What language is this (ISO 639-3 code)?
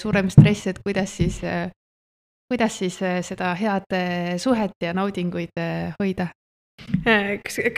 est